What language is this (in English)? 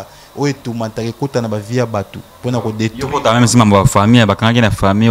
Lingala